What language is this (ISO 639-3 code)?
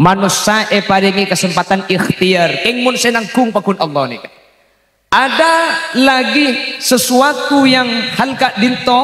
mad